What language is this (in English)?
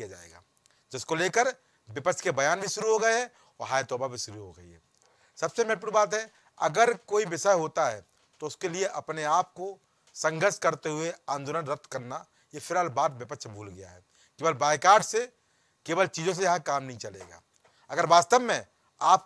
Hindi